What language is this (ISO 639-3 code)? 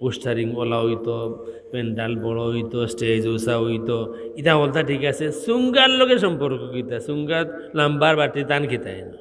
syl